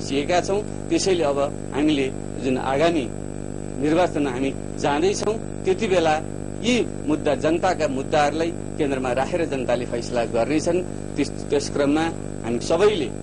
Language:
Nepali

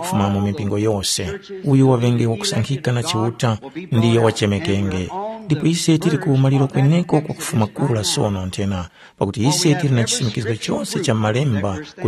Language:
Tumbuka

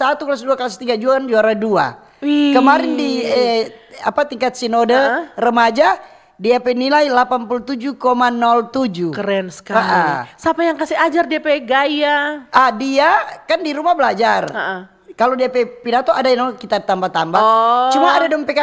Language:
Manado Malay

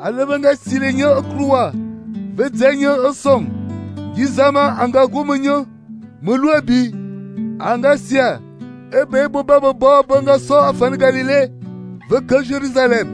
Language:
Fang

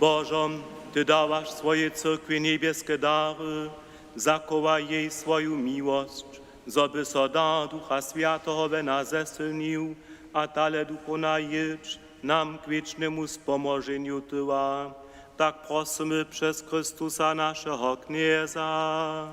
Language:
Upper Sorbian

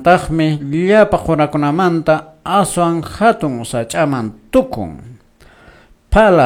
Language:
Quechua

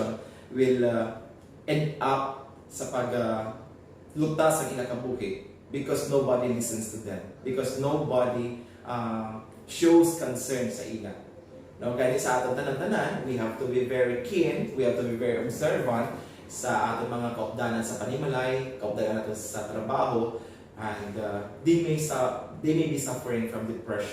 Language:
Hiligaynon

